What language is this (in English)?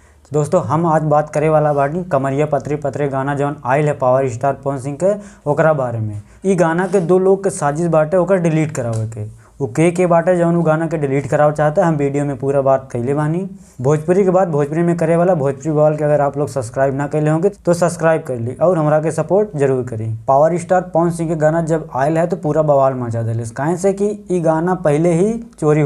Bhojpuri